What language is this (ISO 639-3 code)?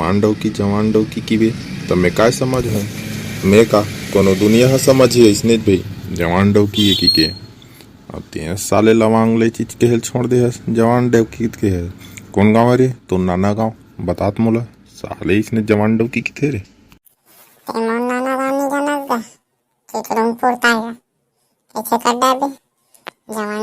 hne